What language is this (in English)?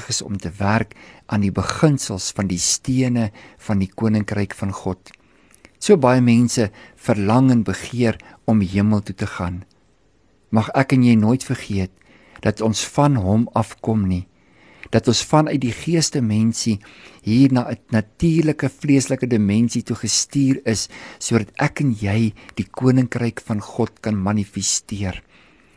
Afrikaans